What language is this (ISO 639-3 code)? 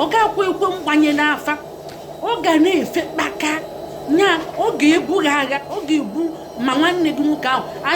ibo